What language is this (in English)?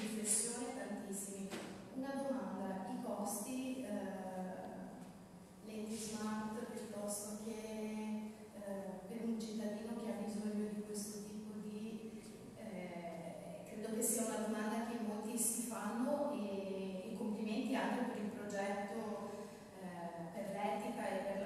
Italian